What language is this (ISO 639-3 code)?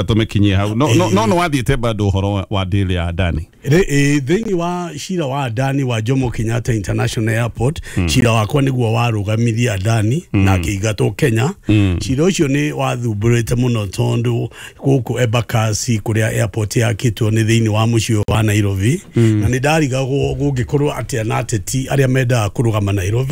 kik